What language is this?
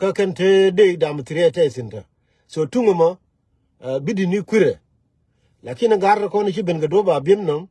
Nuer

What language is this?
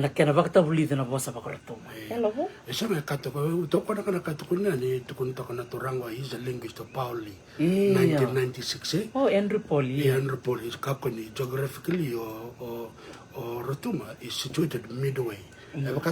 Fijian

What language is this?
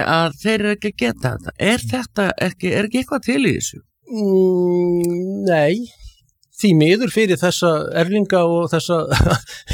Icelandic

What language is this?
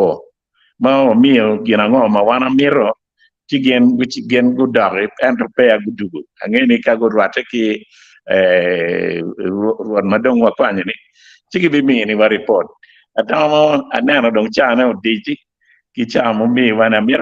Acoli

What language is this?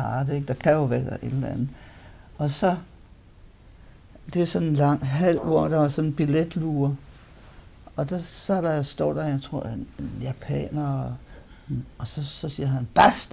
Danish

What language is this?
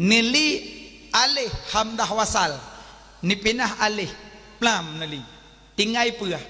Achinese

